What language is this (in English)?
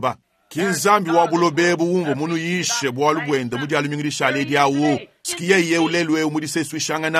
Luba-Lulua